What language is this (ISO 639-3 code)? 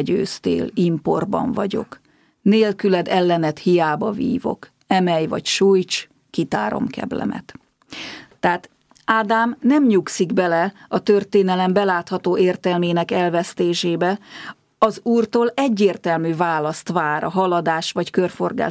hun